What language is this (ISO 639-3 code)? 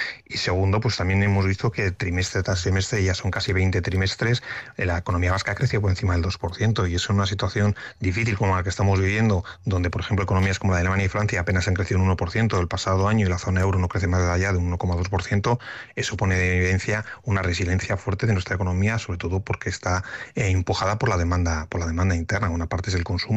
spa